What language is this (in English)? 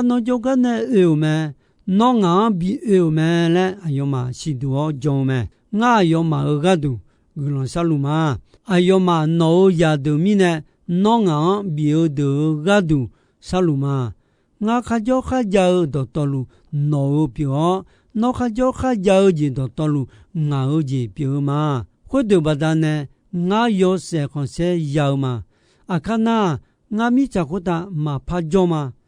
Akha